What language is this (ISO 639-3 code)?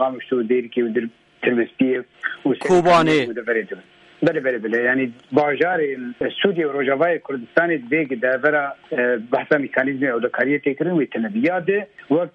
kur